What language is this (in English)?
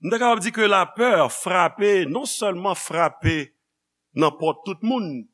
Haitian Creole